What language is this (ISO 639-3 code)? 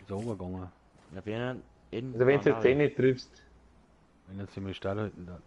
bar